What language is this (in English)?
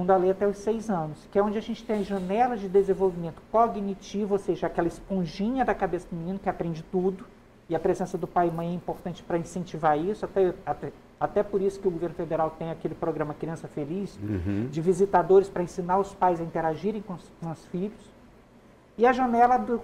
Portuguese